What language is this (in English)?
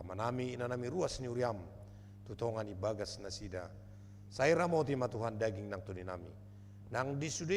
Batak Toba